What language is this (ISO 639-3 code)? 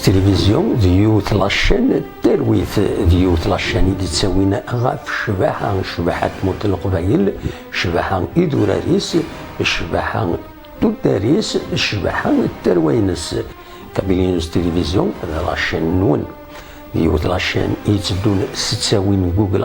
kab